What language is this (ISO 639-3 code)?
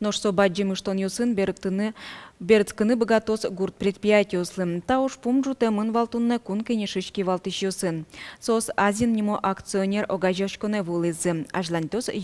udm